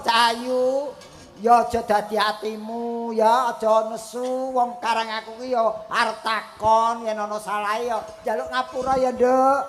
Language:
Javanese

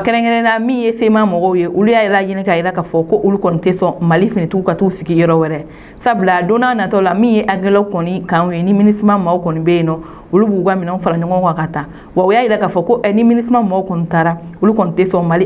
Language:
Bambara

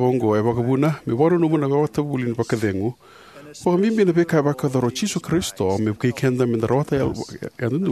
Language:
Fijian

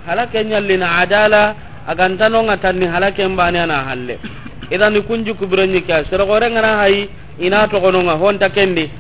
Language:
Soninke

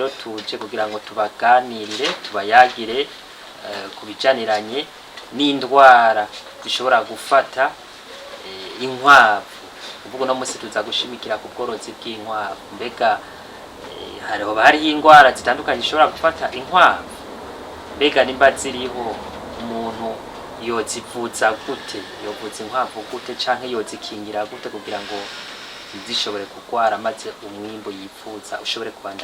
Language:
Rundi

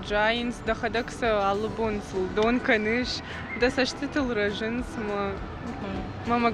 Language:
Ossetic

